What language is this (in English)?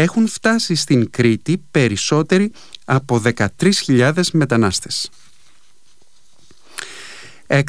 Greek